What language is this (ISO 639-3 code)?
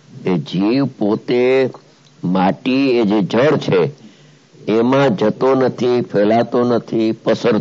guj